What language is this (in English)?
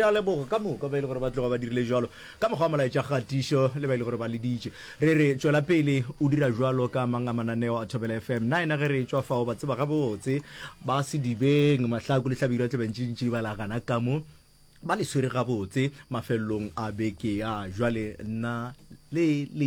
Northern Sotho